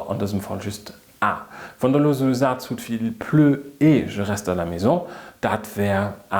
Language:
Luxembourgish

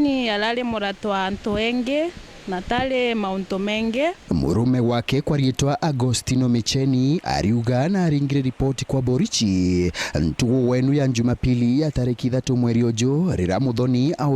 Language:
Meru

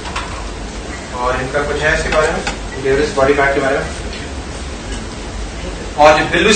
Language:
Urdu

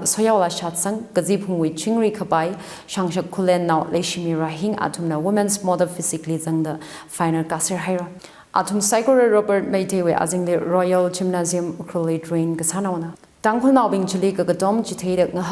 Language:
Tangkhul Naga (India)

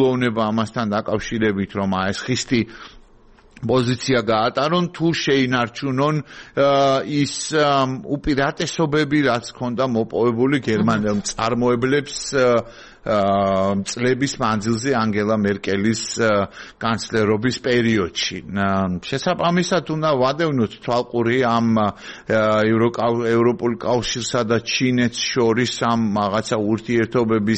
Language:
Georgian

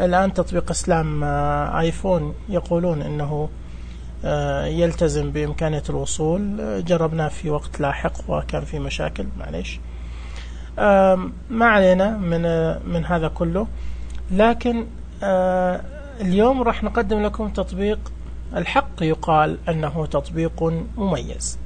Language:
Najdi Arabic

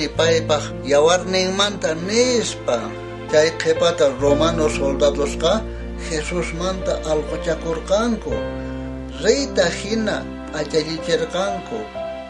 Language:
South Bolivian Quechua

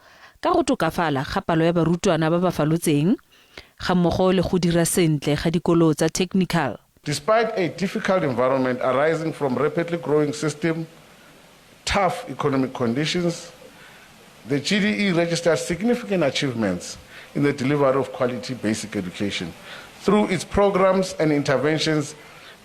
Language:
Tswana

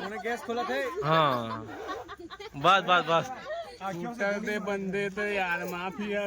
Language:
Chhattisgarhi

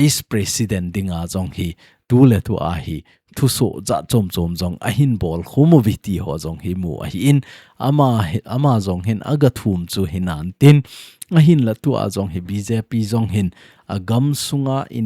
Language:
Thado Chin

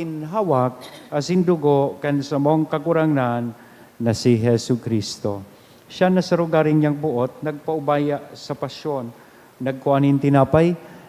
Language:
Bikol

